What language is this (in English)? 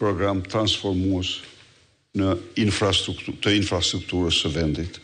Albanian